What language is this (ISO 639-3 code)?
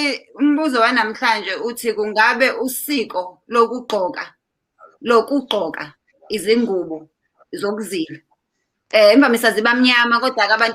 zul